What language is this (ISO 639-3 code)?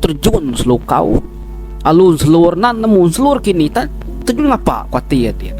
iba